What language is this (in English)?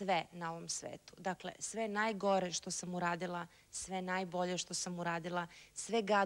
Serbian